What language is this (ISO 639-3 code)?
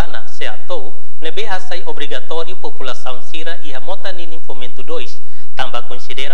tet